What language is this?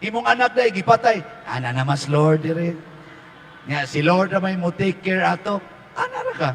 Cebuano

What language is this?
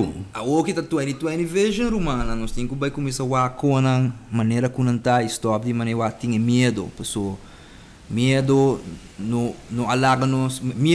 Papiamento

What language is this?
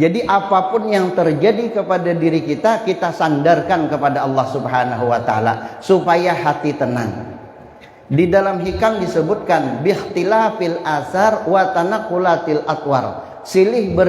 Banjar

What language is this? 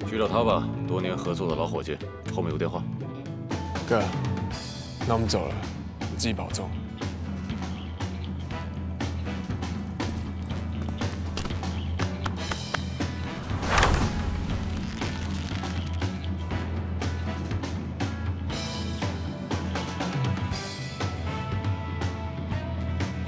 Chinese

